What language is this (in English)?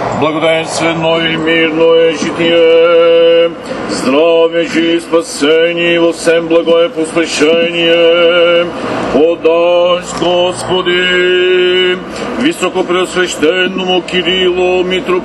Bulgarian